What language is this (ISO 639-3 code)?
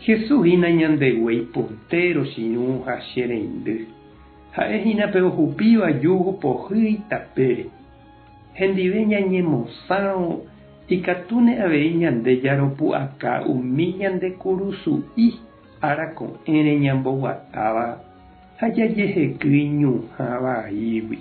grn